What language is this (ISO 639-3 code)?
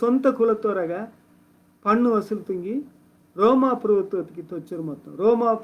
kff